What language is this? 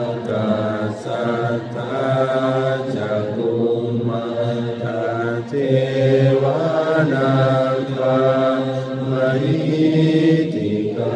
Pali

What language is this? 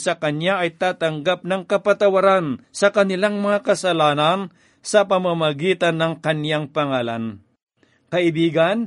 Filipino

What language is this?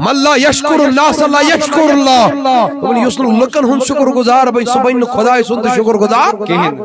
Kashmiri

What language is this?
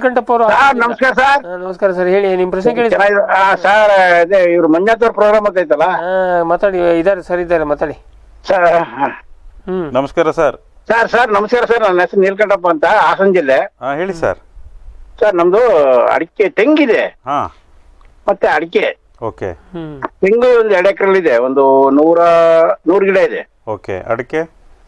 Kannada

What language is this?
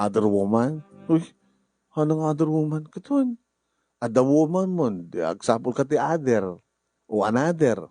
Iloko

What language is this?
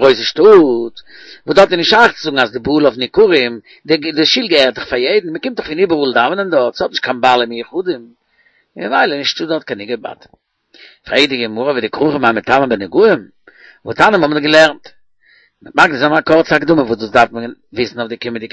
Yiddish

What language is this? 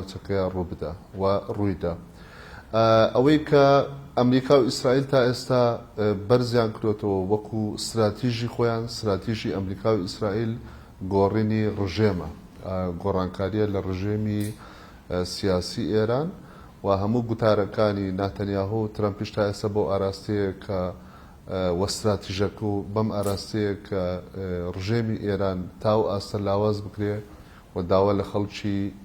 Central Kurdish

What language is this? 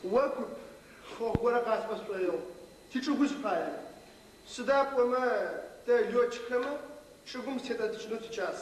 Adyghe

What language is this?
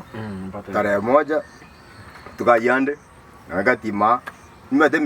Gusii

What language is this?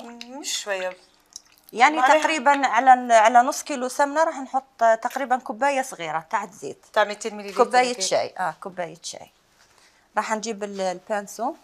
Algerian Arabic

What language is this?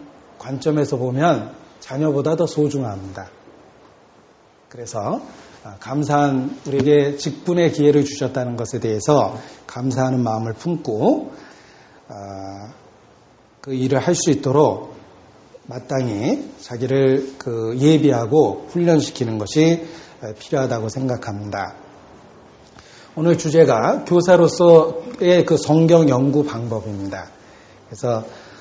Korean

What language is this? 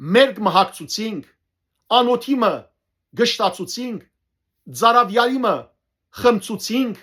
Western Armenian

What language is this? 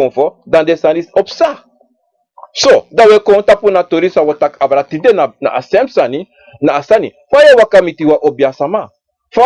Sranan Tongo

